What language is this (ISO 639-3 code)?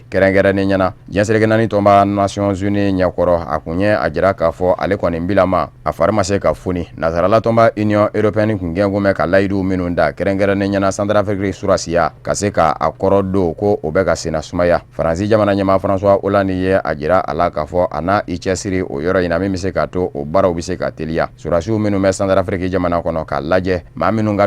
bam